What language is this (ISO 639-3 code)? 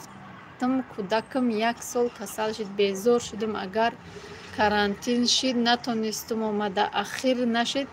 tgk